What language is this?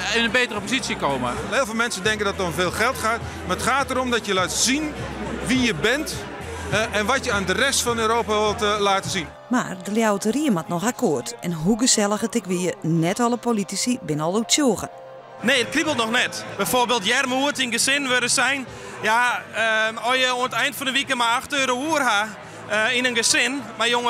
Western Frisian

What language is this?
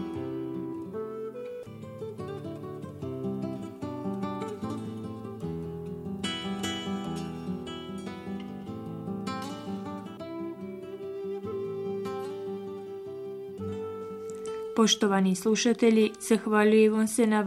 Bosnian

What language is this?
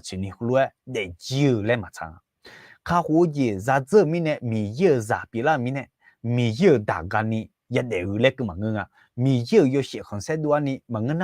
Akha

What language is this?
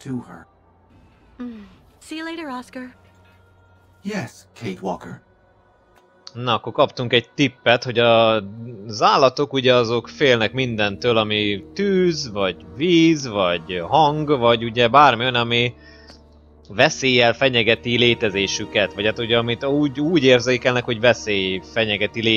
Hungarian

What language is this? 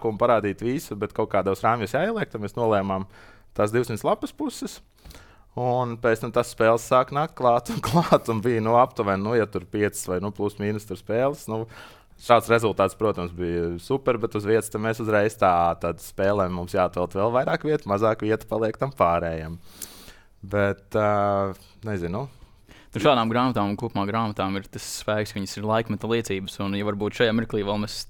Latvian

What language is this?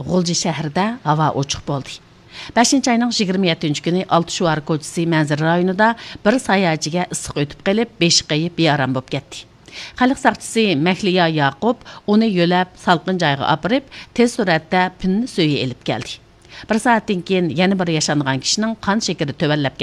Uyghur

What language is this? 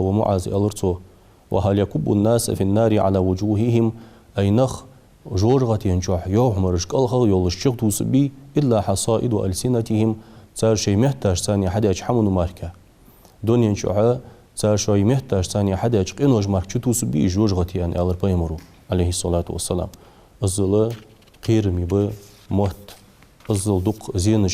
Ingush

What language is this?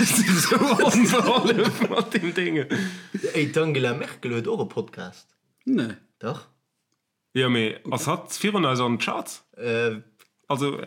Luxembourgish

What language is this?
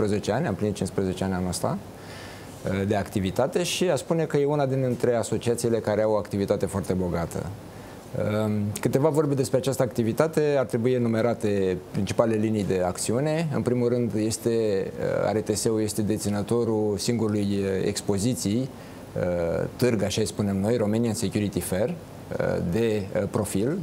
Romanian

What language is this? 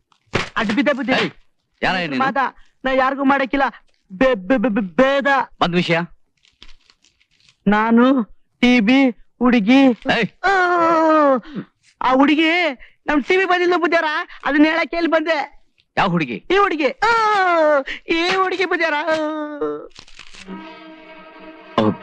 Kannada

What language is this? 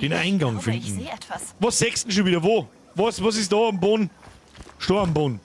Bavarian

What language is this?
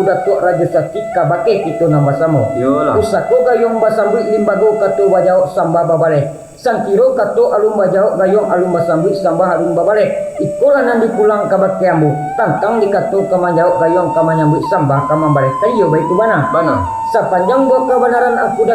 Minangkabau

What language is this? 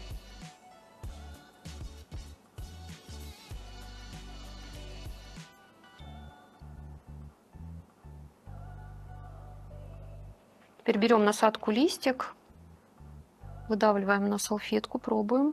Russian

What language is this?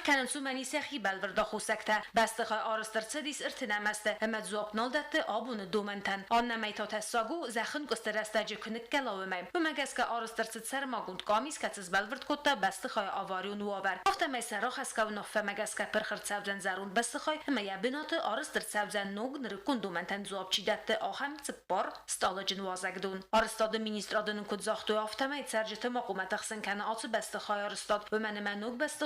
Ossetic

